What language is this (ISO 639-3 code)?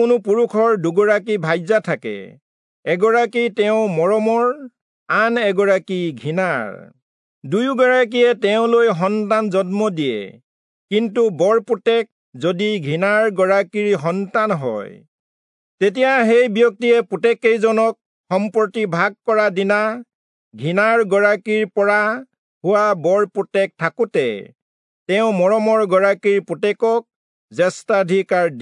asm